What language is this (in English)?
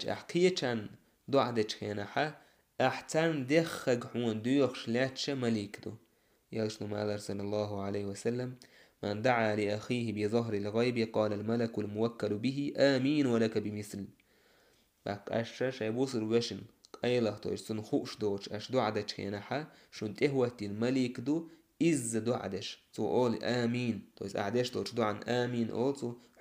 Chechen